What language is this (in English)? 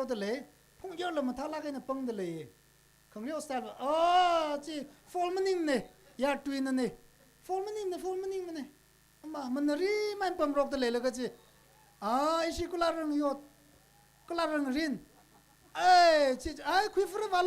Tangkhul Naga (India)